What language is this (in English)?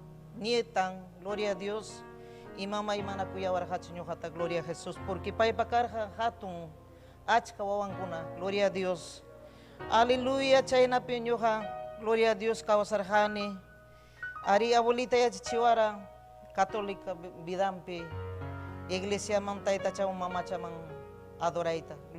Ayacucho Quechua